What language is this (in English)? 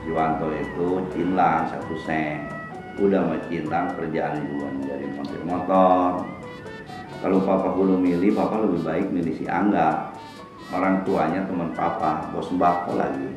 Betawi